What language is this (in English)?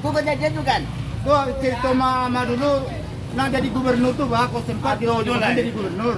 Minangkabau